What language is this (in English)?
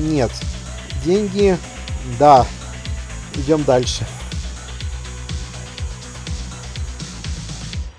Russian